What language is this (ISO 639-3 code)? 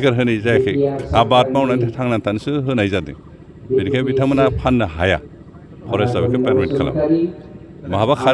brx